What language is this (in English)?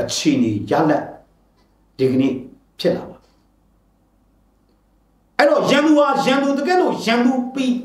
Burmese